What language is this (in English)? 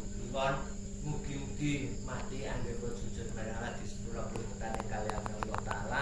Javanese